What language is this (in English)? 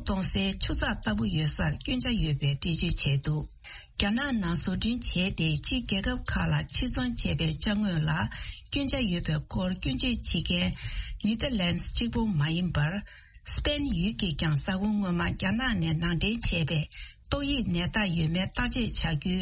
Tibetan